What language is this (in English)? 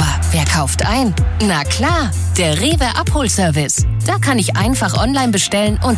German